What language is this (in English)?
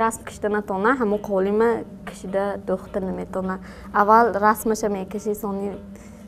Tajik